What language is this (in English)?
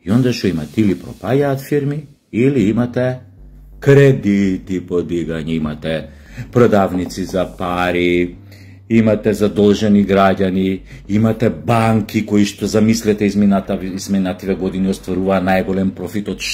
Macedonian